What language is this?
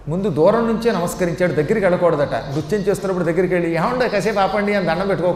Telugu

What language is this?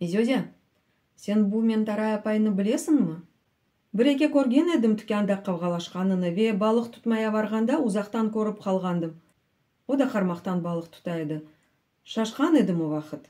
Crimean Tatar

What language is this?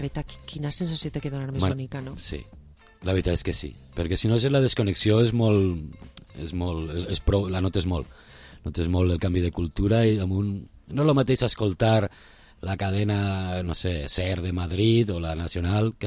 Catalan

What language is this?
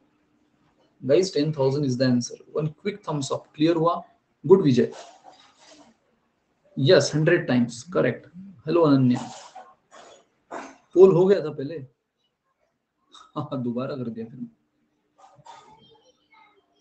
Hindi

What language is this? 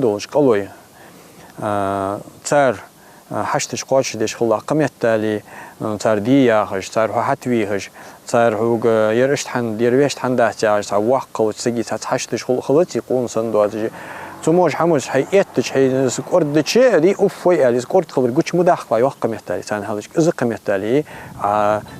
Ingush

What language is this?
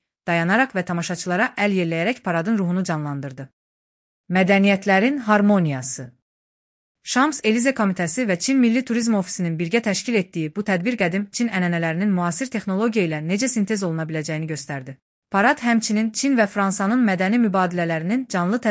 Azerbaijani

